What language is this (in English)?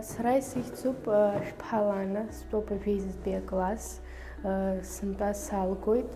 Abkhazian